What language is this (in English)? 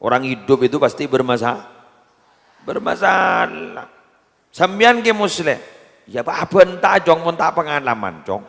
Madurese